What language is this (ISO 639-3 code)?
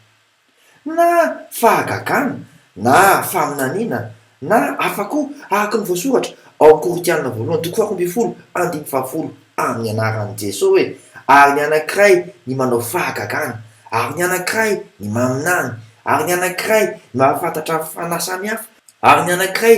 mlg